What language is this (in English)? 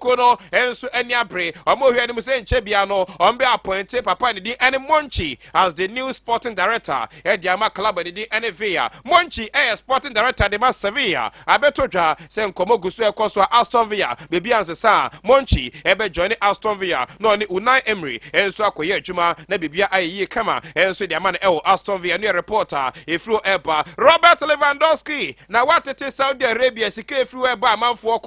Akan